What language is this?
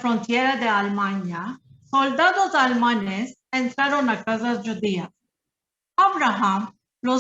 Ladino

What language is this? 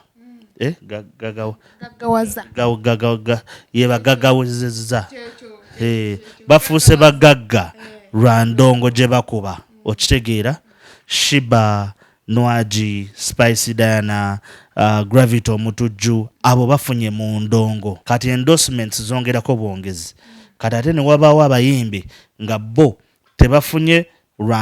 Ganda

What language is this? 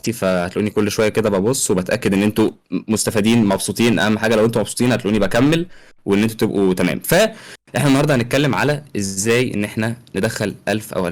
Egyptian Arabic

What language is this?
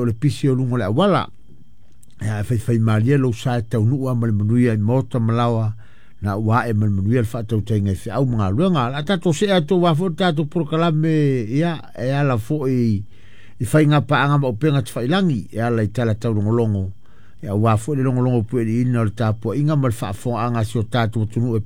Samoan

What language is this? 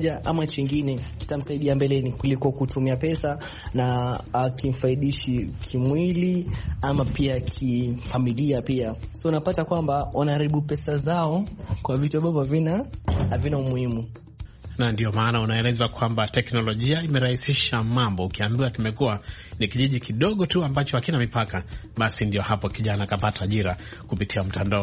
Swahili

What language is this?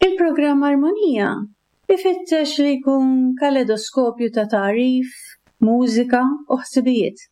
Maltese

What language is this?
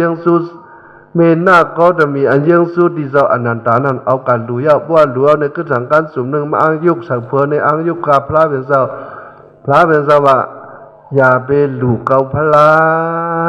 Shan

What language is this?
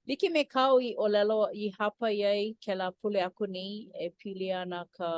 Hawaiian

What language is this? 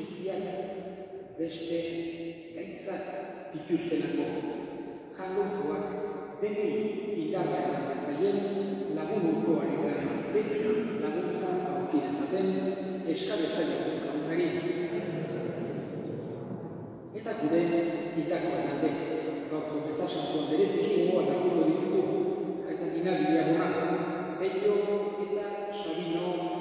Basque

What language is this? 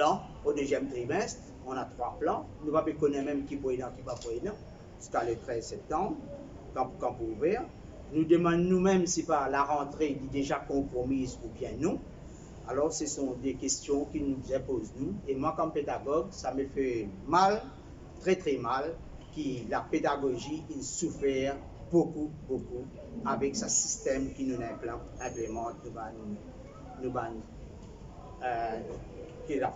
Morisyen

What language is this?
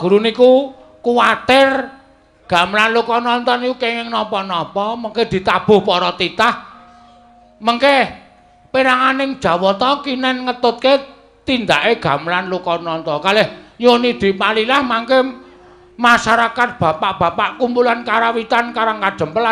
Javanese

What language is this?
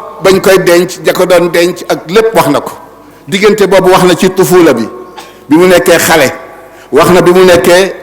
Wolof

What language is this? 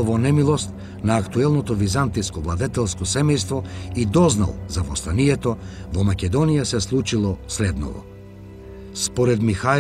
Macedonian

